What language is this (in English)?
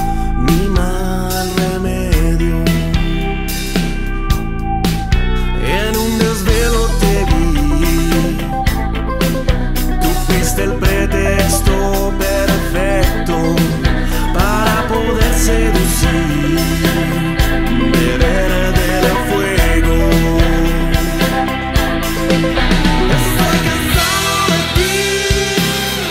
Spanish